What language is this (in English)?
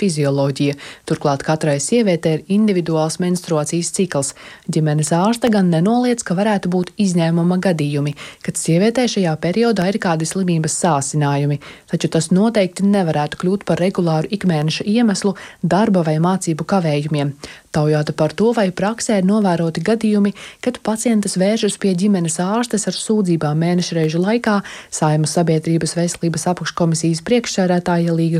Latvian